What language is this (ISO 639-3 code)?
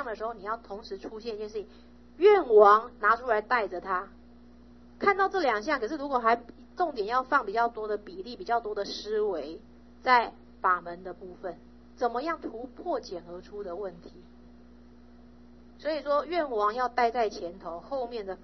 zho